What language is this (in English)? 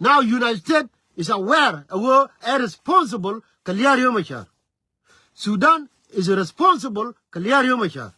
Nuer